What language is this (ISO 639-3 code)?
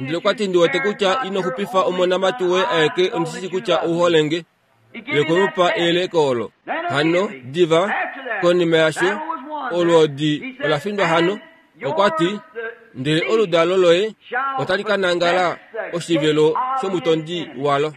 kua